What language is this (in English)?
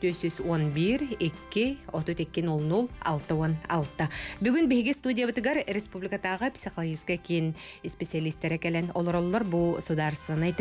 Yakut